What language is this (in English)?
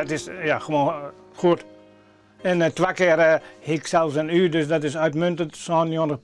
Western Frisian